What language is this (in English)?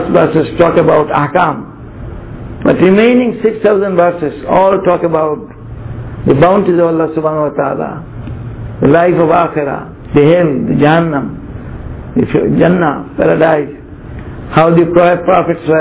English